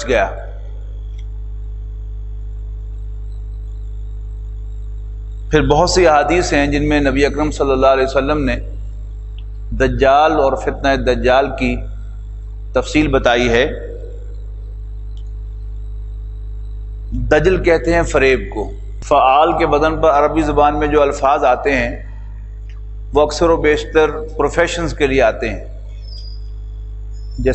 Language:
Urdu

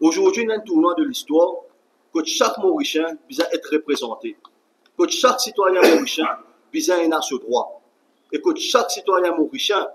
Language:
Morisyen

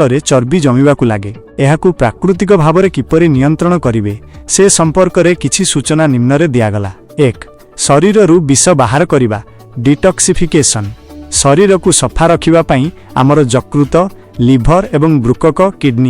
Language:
Odia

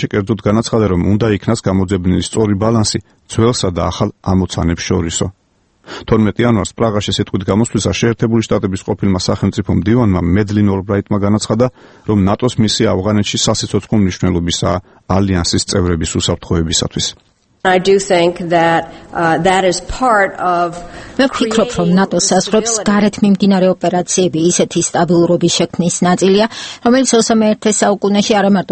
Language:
Georgian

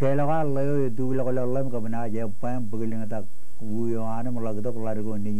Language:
Marshallese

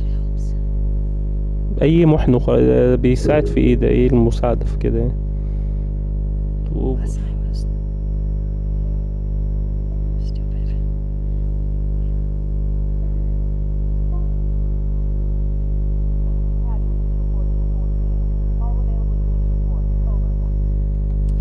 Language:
Egyptian Arabic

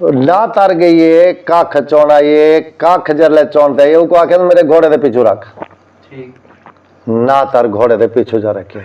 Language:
Saraiki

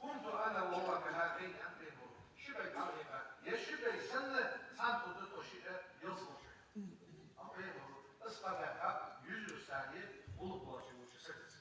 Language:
Ingush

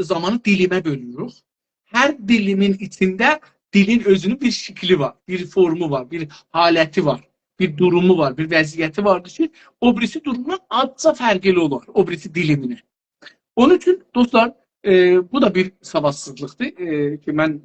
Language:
South Azerbaijani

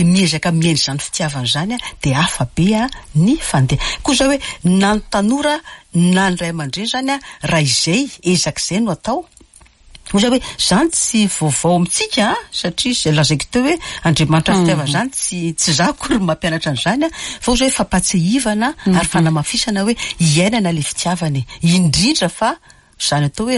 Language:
Malagasy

